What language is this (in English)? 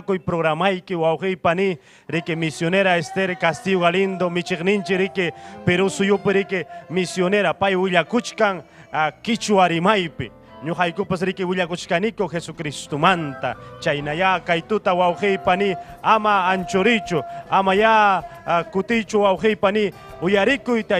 Ayacucho Quechua